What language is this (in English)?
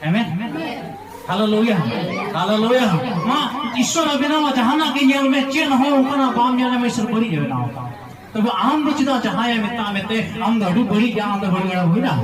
Santali